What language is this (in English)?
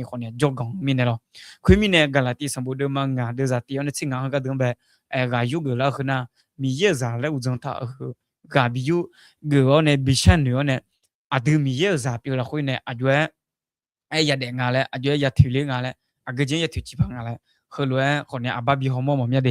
Akha